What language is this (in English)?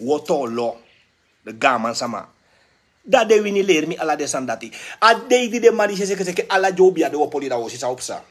Sranan Tongo